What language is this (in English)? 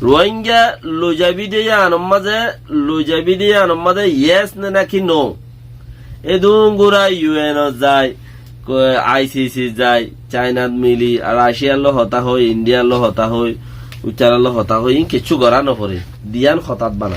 Rohingya